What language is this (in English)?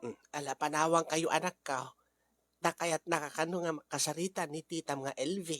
Iloko